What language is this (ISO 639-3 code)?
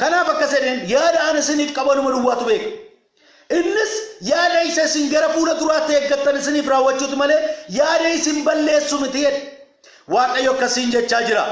orm